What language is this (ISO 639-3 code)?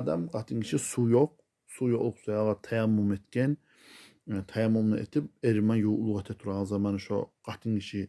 kum